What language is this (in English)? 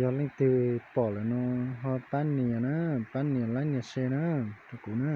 Hmong